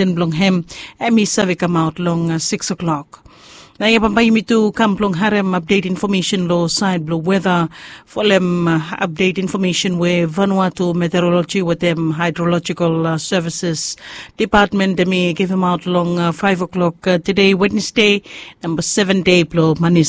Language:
Bislama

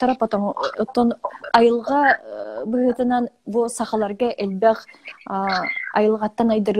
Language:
Yakut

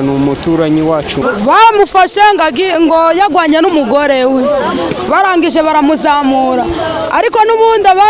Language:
Kinyarwanda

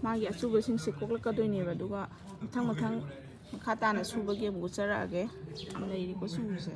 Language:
Manipuri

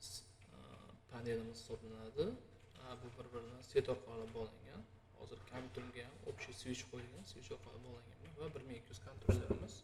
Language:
Uzbek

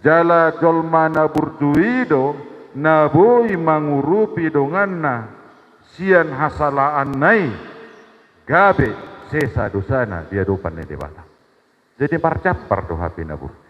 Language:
Batak Toba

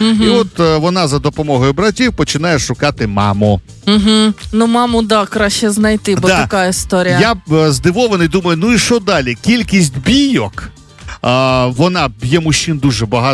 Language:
Ukrainian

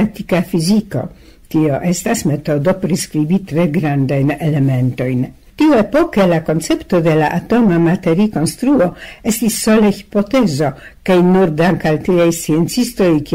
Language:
Esperanto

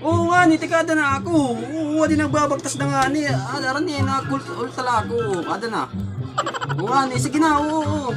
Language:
Waray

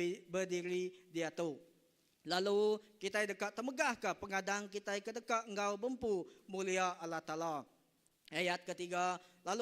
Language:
Iban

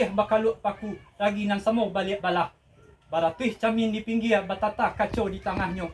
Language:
Minangkabau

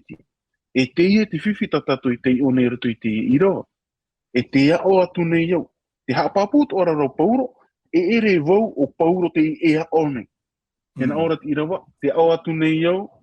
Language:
Tahitian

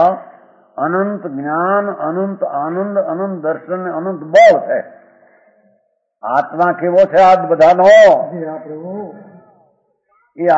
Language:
Gujarati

